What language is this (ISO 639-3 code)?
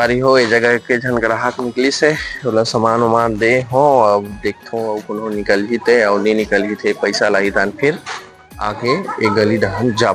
hne